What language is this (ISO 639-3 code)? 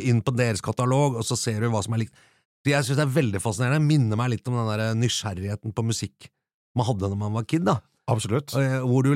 nor